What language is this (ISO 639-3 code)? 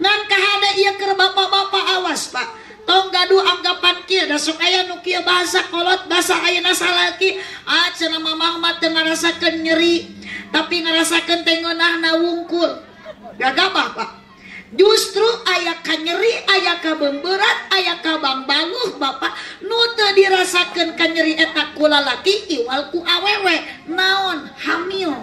sun